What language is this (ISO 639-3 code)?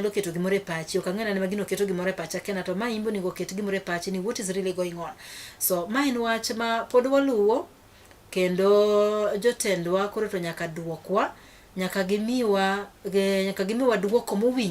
luo